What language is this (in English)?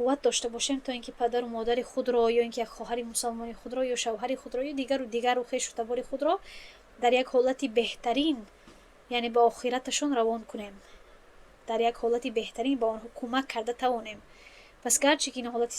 Tajik